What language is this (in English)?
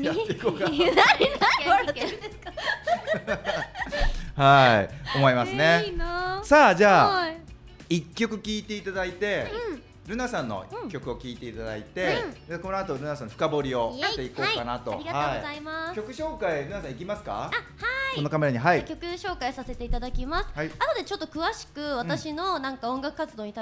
Japanese